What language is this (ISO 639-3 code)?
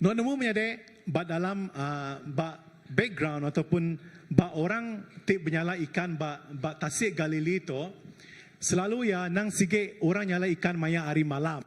iba